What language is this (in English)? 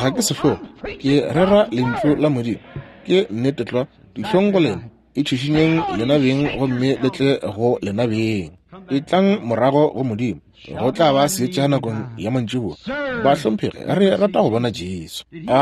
Northern Sotho